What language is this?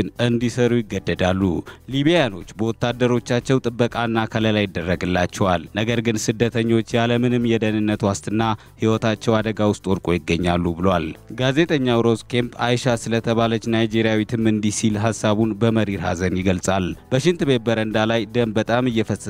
Amharic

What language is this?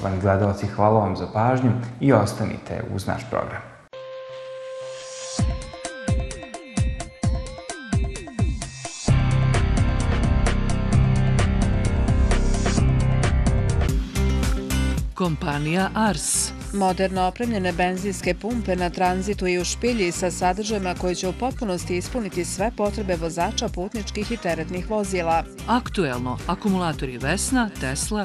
Bosnian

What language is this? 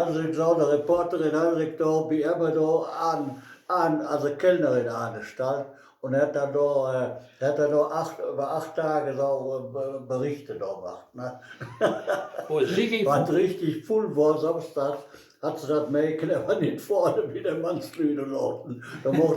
Westphalien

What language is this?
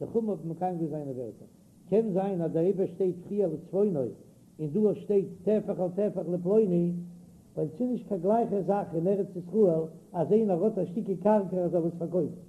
Yiddish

